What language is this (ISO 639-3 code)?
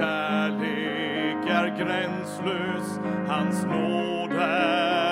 swe